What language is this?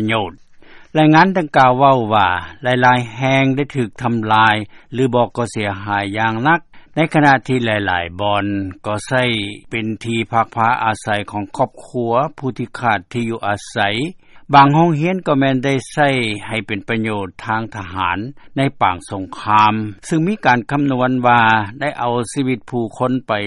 Lao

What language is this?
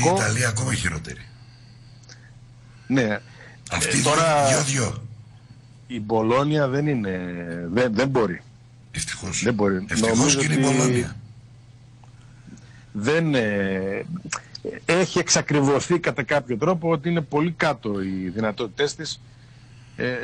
Greek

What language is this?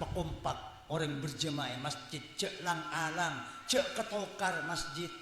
Madurese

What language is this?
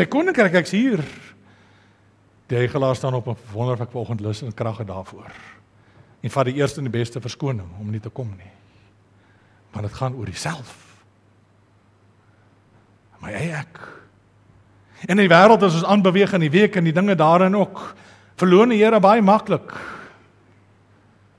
Afrikaans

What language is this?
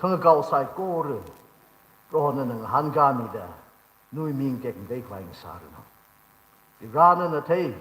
Tangkhul Naga (India)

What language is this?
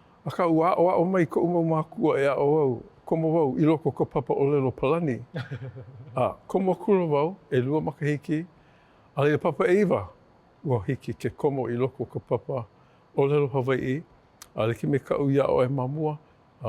Hawaiian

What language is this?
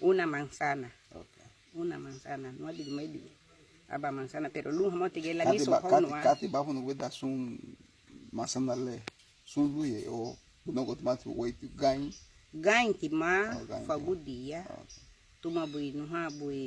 Garifuna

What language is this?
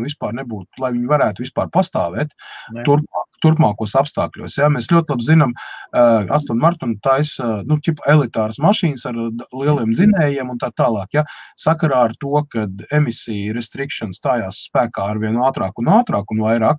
Latvian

